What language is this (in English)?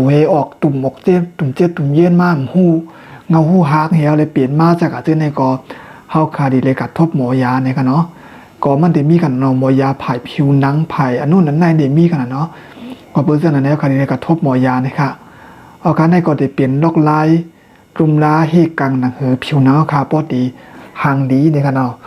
Shan